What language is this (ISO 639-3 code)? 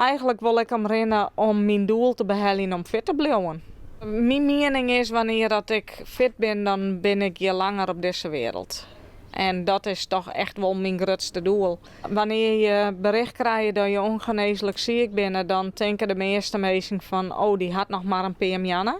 fry